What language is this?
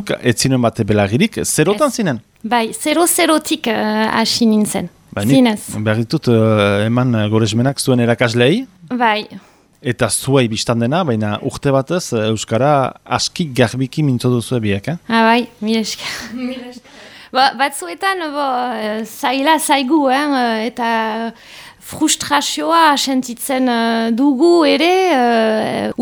Basque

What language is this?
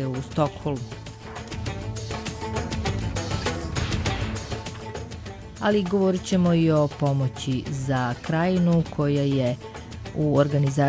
Serbian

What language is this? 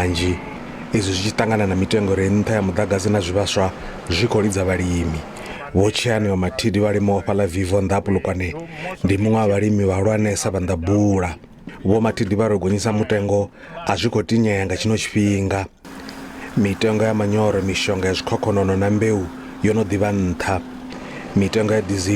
Venda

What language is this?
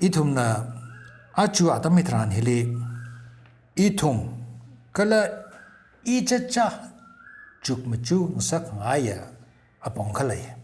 Tangkhul Naga (India)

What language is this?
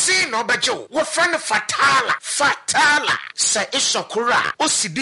Akan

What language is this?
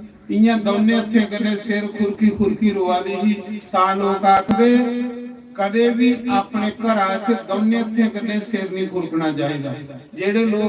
Dogri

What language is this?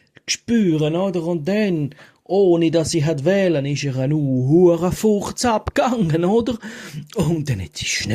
Swiss German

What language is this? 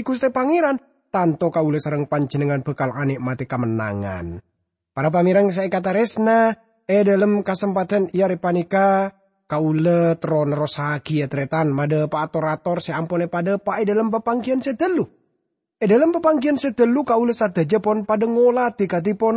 Madurese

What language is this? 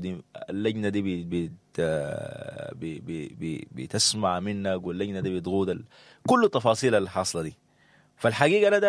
Sudanese Arabic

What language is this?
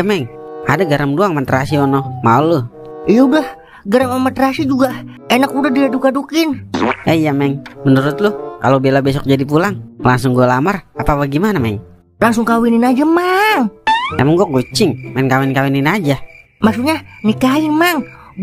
Betawi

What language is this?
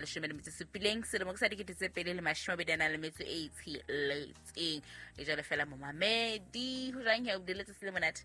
Southern Sotho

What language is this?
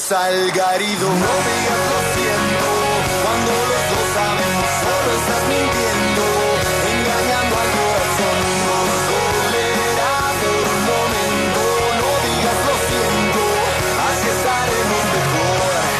Spanish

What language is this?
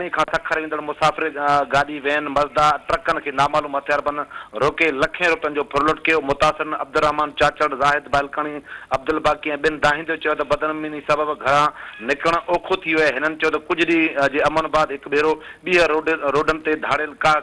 Sindhi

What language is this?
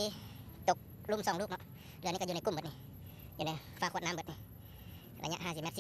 Lao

